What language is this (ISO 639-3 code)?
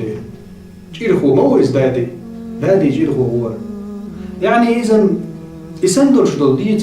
che